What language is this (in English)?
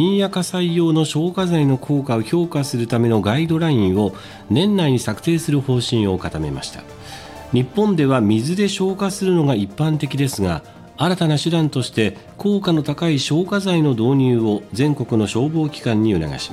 Japanese